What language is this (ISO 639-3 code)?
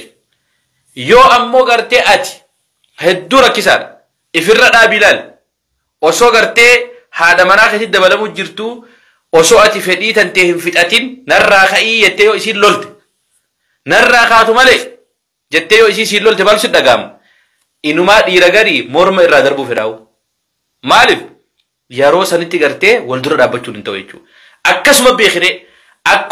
orm